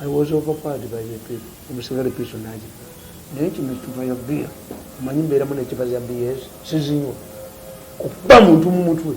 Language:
Ganda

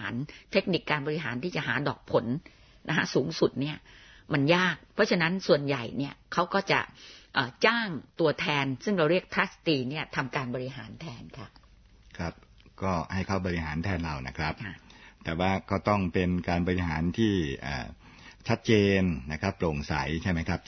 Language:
Thai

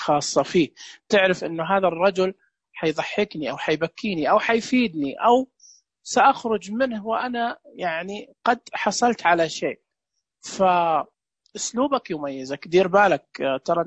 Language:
Najdi Arabic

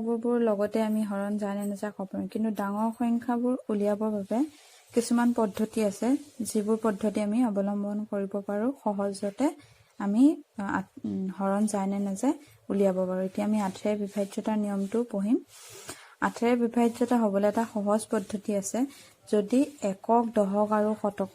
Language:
Assamese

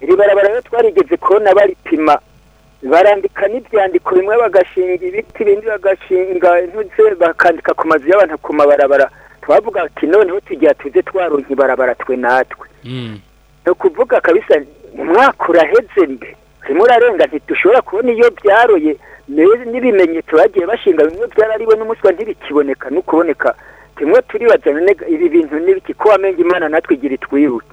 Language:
Rundi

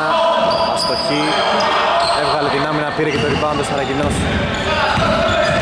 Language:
Greek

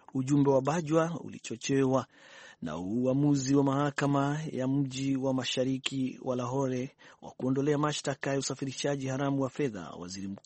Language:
Swahili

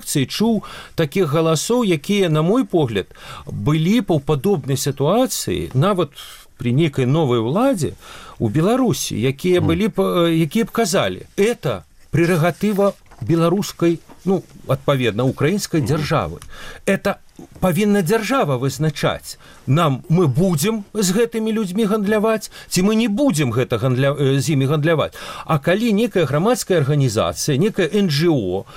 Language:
Belarusian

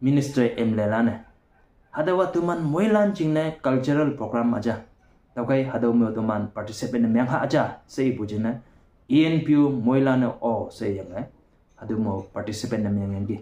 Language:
Konyak Naga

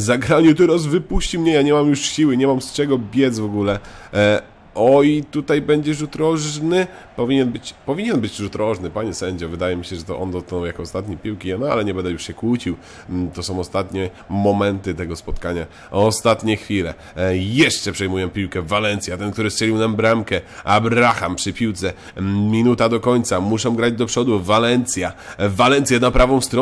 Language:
Polish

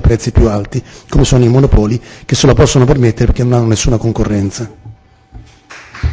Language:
Italian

